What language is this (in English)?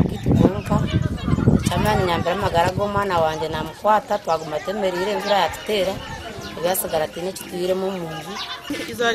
Nyankole